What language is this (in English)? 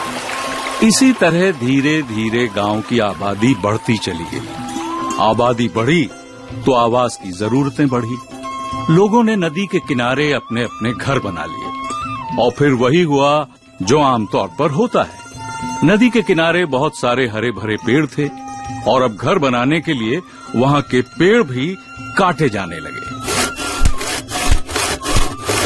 Hindi